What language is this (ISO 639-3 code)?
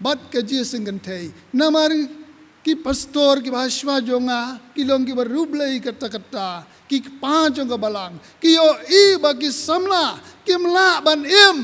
kha